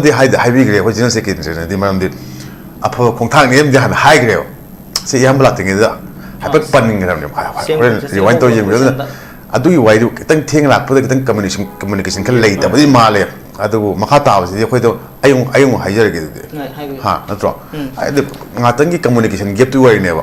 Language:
Manipuri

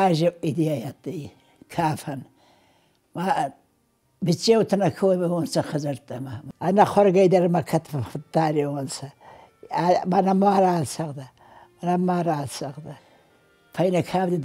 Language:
Ossetic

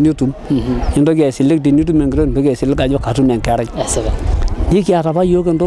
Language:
Masai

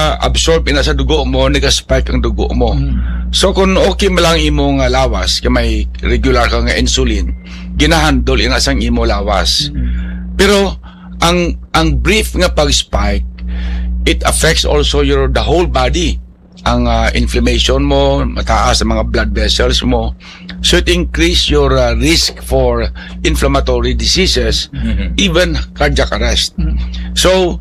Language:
Hiligaynon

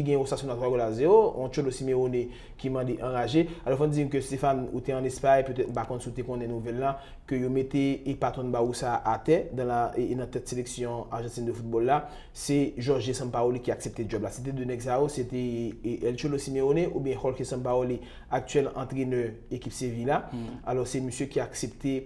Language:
Haitian Creole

